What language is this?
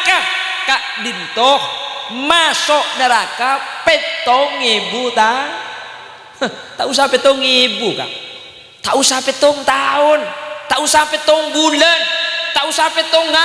Madurese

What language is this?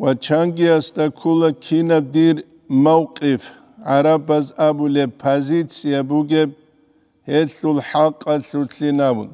Avaric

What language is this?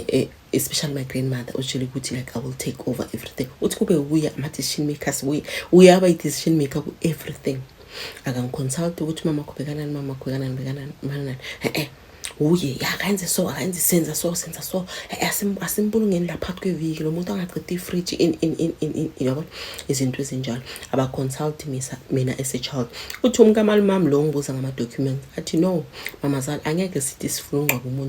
Zulu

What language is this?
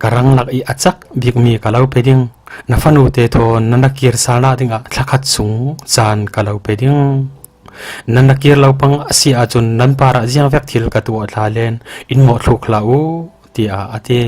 Falam Chin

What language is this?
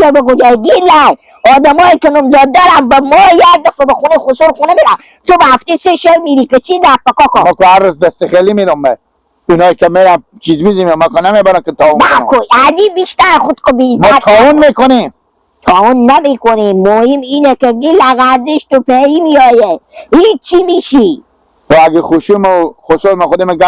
Hazaragi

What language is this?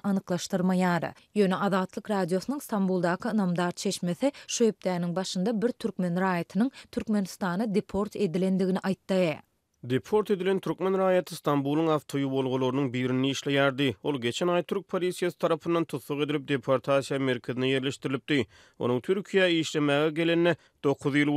Turkmen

